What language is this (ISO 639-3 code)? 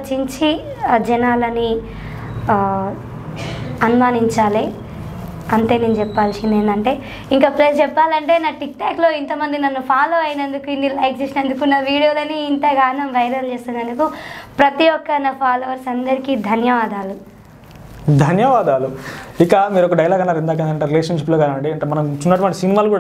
tel